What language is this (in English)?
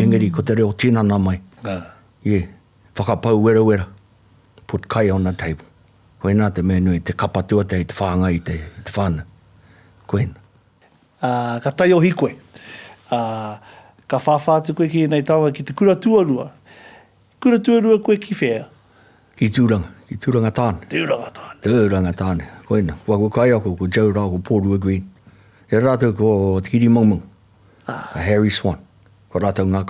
Māori